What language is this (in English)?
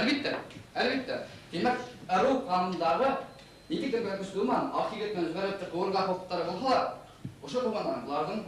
Bashkir